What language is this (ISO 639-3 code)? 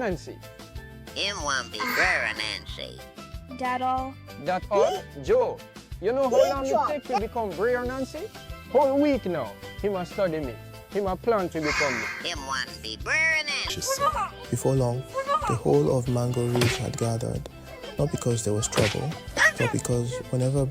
jam